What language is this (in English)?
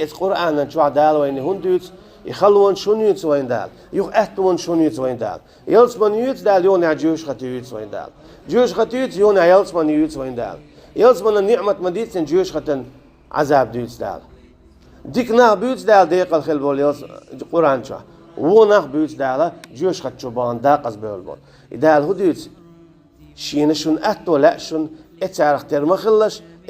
Chechen